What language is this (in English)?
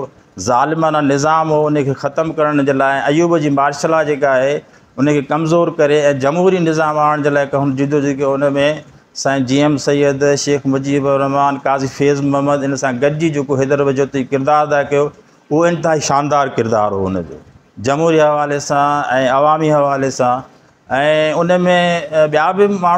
Sindhi